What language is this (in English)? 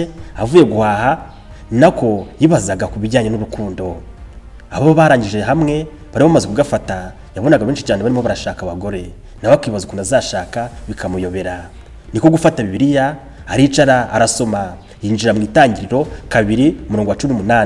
Kinyarwanda